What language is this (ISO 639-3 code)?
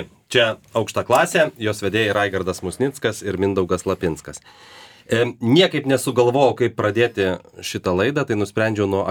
lit